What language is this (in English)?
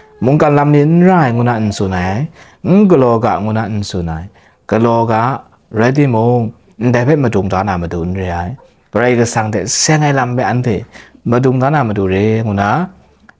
Kachin